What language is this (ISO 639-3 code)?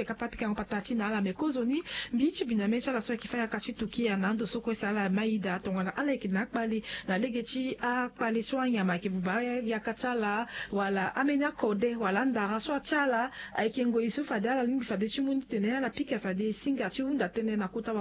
sag